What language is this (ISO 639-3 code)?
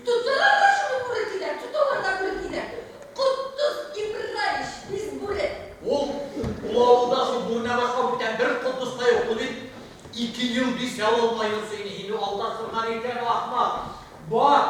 bak